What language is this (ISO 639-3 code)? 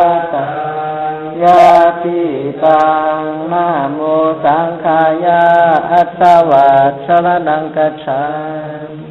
pli